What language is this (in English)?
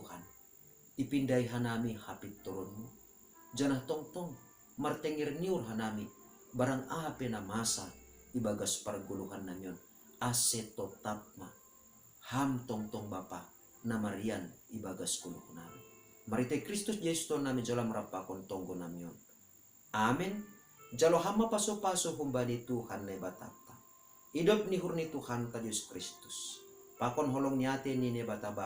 Batak Simalungun